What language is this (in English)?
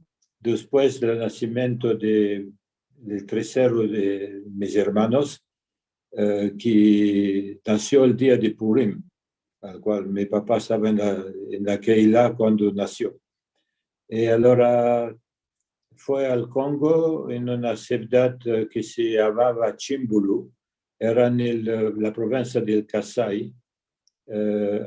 Ladino